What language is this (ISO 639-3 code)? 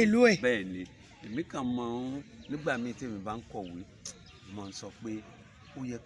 yor